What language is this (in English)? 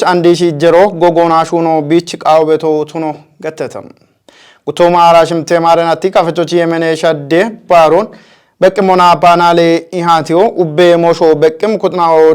Kafa